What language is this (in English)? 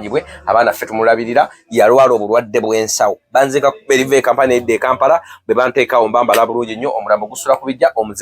Ganda